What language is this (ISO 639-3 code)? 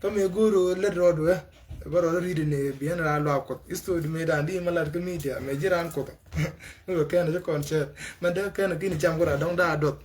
nus